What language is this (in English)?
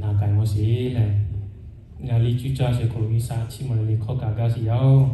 Lahu